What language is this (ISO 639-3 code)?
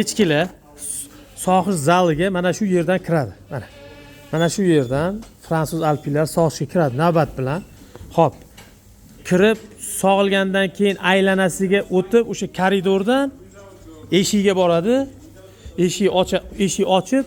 uzb